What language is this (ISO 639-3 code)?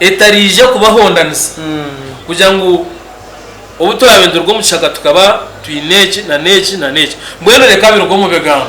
nyn